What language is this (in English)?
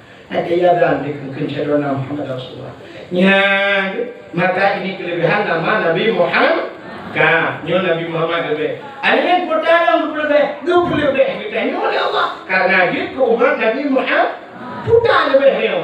Achinese